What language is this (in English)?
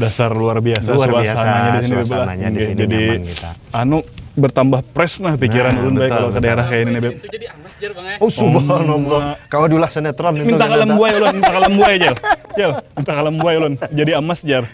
Banjar